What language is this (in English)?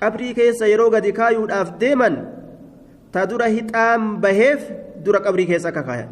Oromo